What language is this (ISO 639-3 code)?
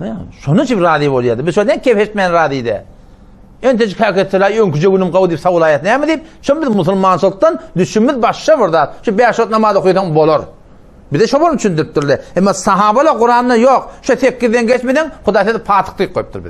tuk